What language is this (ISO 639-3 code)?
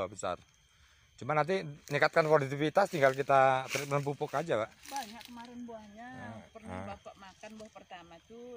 ind